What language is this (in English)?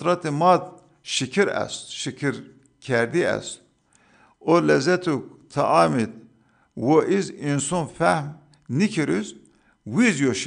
Zaza